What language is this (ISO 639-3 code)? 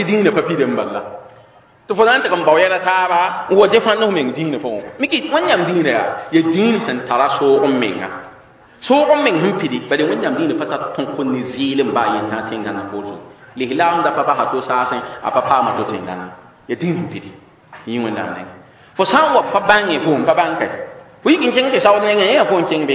mos